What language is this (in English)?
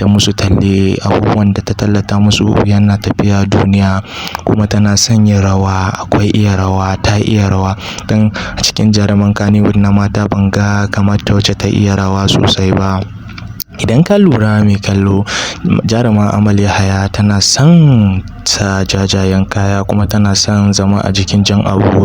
Hausa